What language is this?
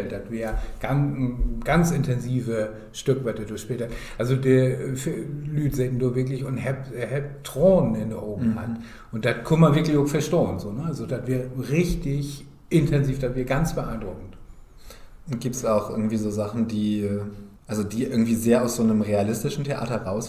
Low German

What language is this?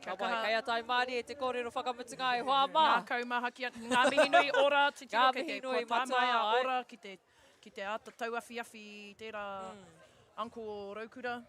Māori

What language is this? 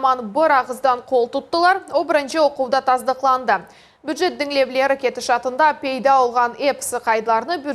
Crimean Tatar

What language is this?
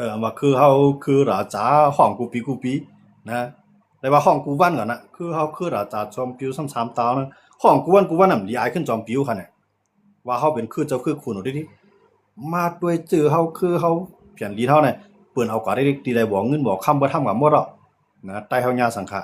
Shan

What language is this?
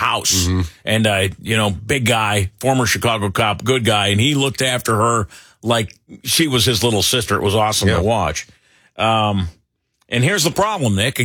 English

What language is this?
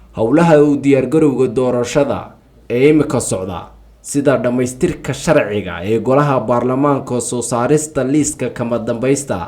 Somali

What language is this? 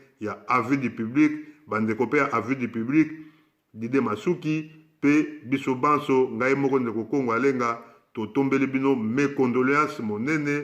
Lingala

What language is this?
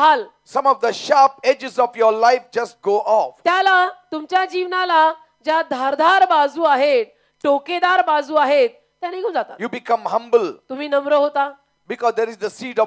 Marathi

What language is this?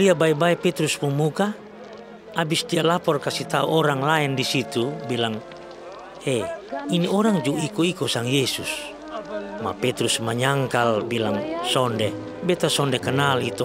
Kupang Malay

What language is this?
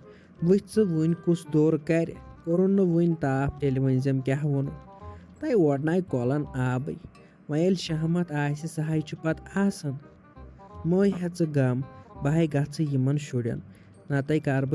Kashmiri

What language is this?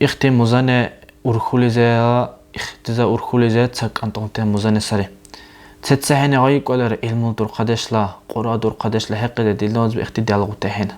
Dargwa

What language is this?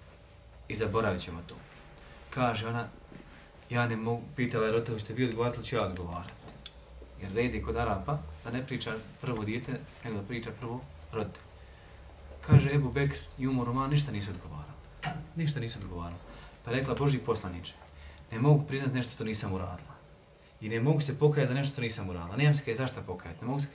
Bosnian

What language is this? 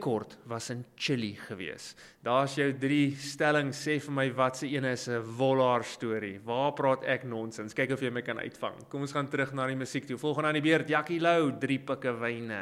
Afrikaans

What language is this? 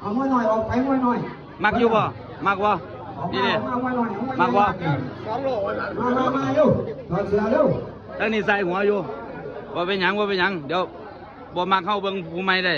Northeastern Thai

